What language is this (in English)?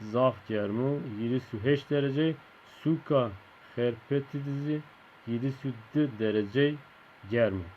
Zaza